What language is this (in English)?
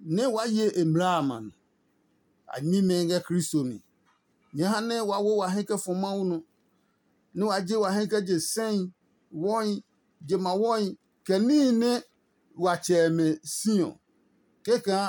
Adangme